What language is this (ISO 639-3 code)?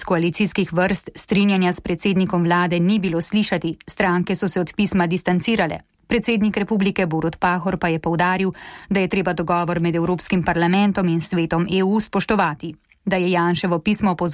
slv